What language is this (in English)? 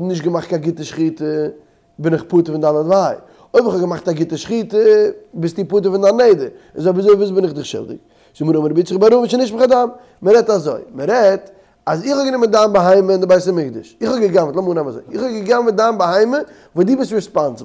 Yiddish